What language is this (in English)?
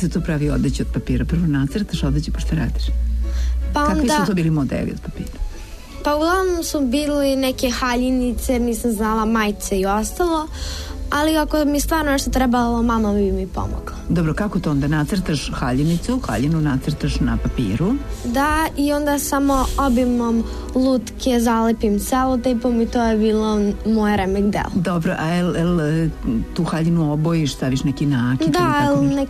Serbian